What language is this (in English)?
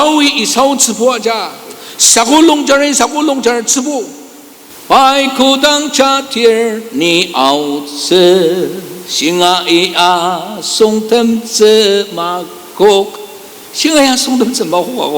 Ao Naga